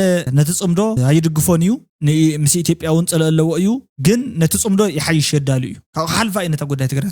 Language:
Tigrinya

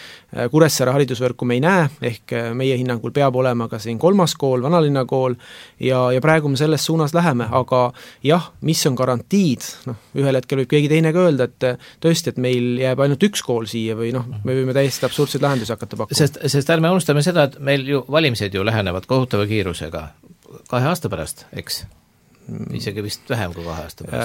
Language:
Estonian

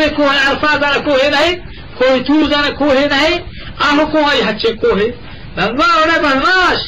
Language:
Eastern Balochi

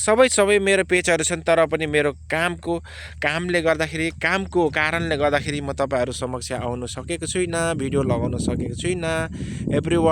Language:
Nepali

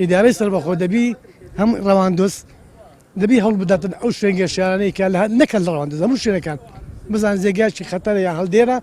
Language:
Central Kurdish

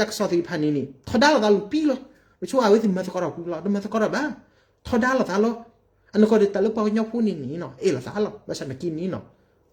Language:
S'gaw Karen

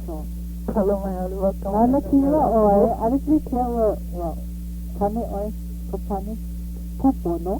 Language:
Hawaiian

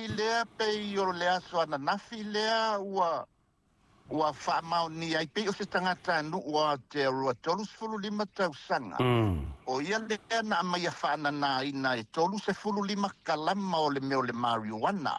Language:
Samoan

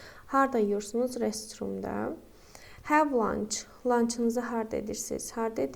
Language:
Azerbaijani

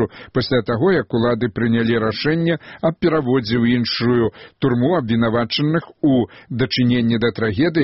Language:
Belarusian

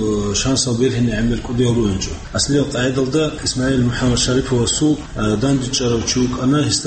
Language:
Avaric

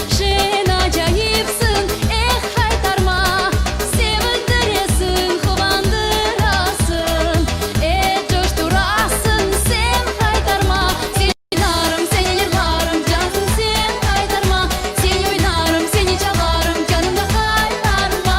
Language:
Crimean Tatar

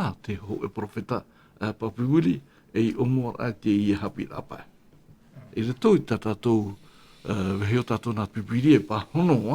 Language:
Tahitian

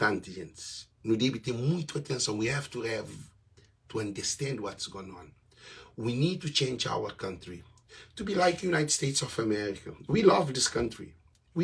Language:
Kabuverdianu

